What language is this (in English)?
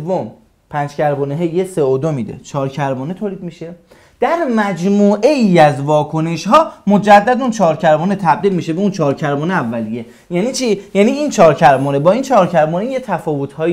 Persian